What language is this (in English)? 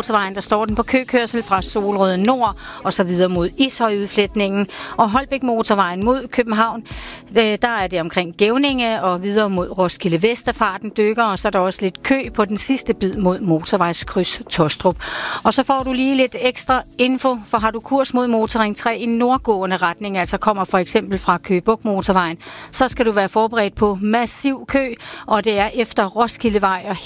Danish